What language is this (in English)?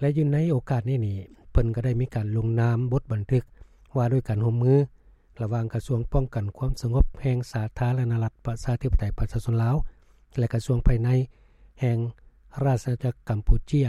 Lao